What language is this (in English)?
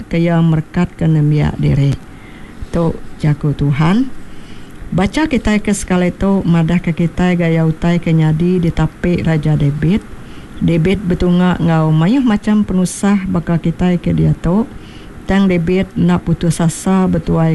Iban